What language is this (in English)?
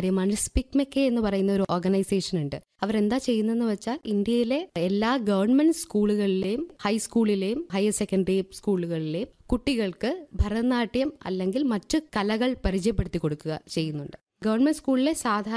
Malayalam